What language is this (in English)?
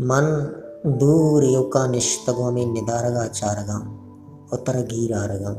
Baluchi